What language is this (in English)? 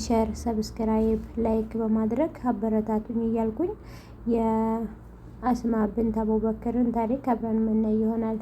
Amharic